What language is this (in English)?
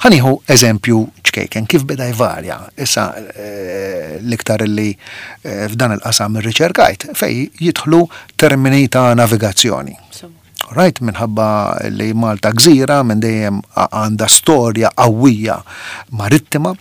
Maltese